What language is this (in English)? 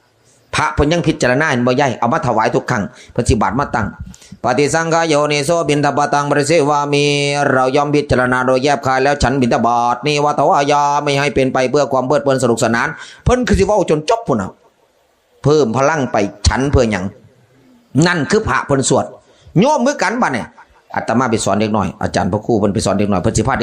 Northeastern Thai